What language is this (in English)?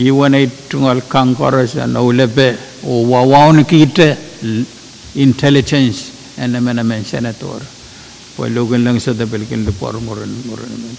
Pohnpeian